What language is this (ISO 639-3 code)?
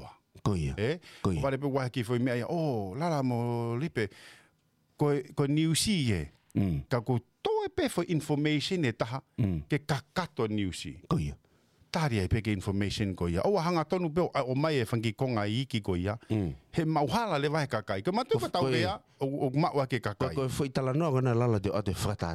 ton